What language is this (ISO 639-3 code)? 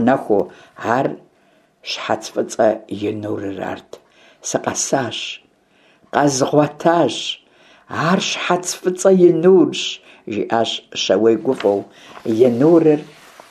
kbd